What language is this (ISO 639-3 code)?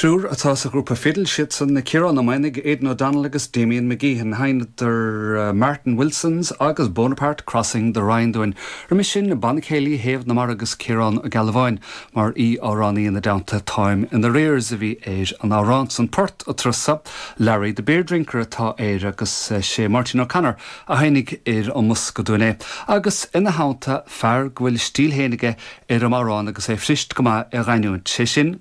gle